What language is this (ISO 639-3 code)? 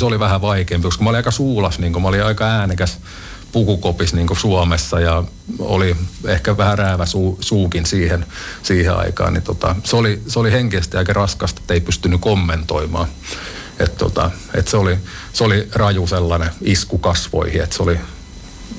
fin